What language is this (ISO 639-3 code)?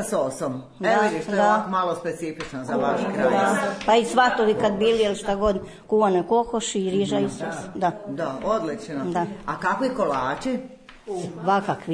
srp